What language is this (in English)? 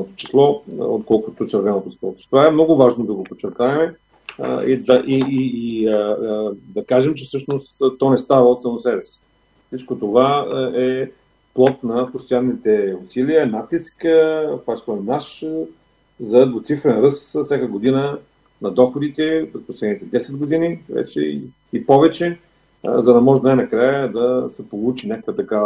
Bulgarian